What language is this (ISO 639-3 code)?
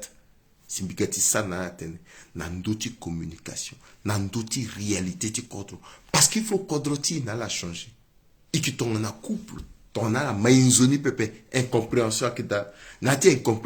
sag